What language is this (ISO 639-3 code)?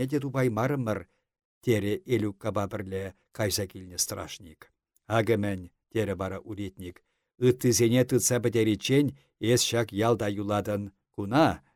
chv